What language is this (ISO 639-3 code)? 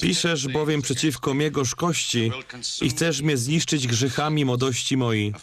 szl